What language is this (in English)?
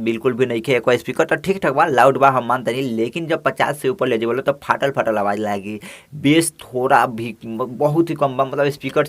Bhojpuri